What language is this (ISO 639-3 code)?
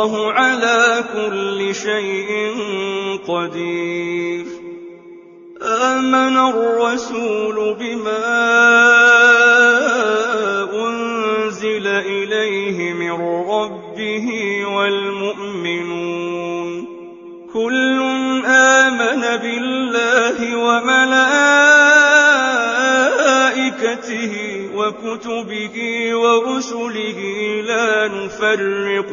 ara